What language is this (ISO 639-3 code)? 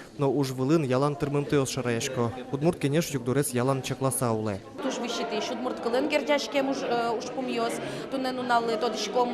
udm